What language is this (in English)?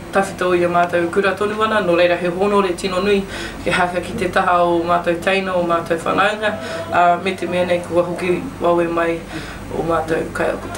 Māori